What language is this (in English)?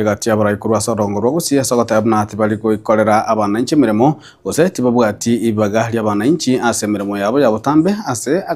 Gusii